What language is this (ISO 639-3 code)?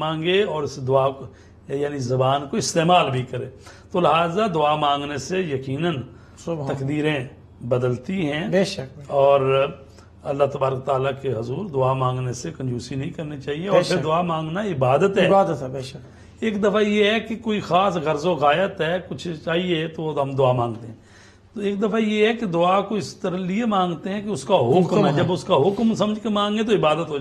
urd